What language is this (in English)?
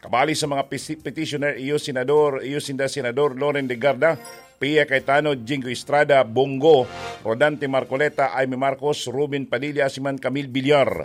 Bikol